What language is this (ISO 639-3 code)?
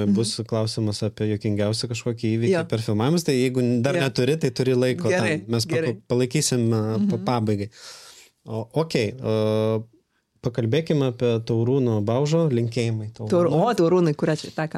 lit